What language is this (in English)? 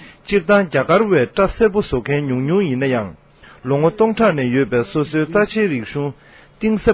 Tibetan